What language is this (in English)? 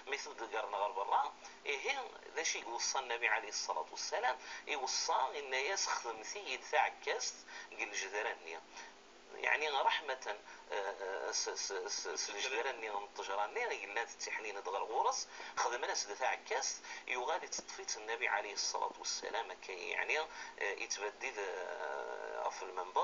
Kabyle